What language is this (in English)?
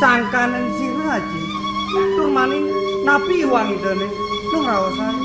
Balinese